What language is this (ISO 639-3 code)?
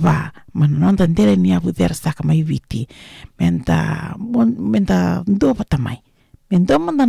fij